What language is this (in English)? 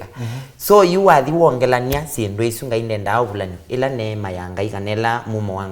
Kamba